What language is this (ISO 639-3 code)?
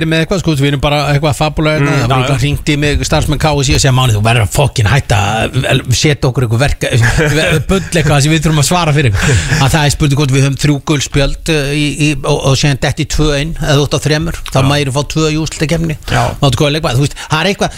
isl